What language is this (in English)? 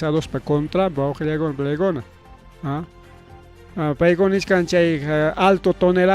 Ayacucho Quechua